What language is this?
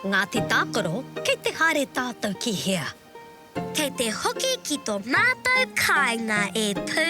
Māori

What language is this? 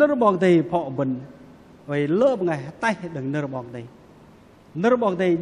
Bahnar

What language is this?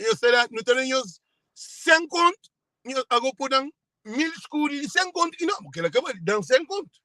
Kabuverdianu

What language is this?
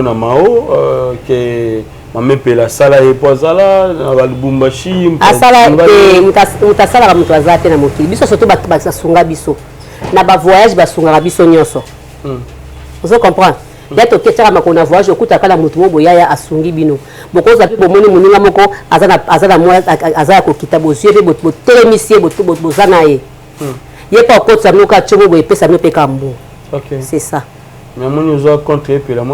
Lingala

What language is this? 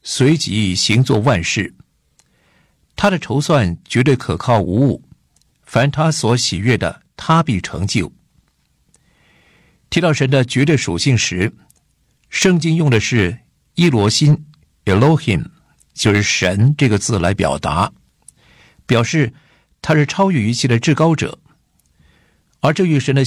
Chinese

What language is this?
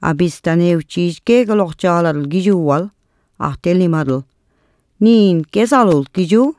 Slovenian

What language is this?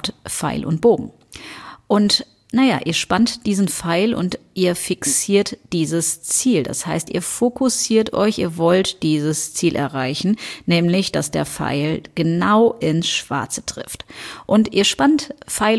German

